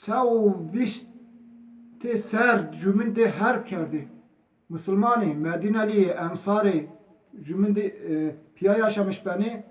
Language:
Zaza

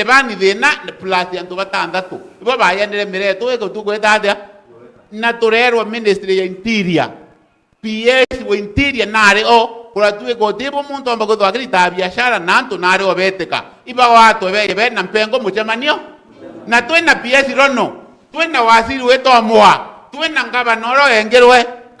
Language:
Meru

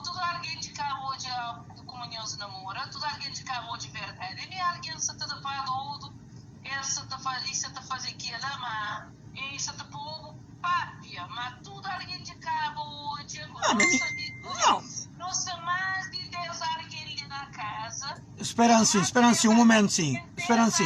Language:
Kabuverdianu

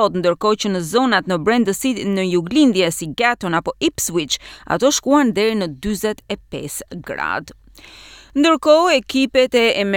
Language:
Albanian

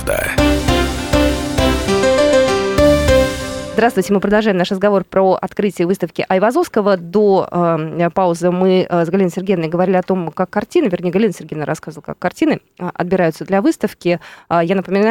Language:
Russian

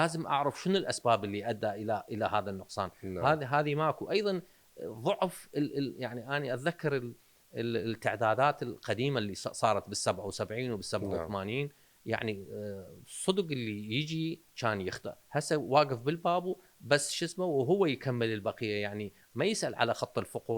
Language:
Mesopotamian Arabic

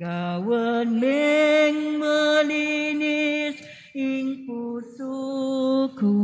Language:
Pampanga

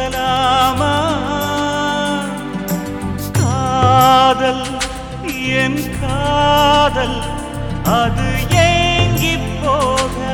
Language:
Tamil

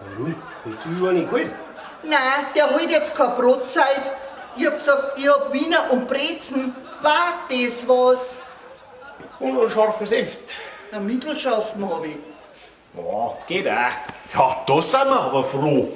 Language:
Bavarian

